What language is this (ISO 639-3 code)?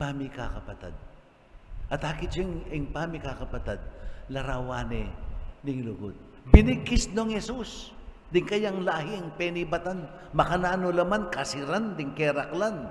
pam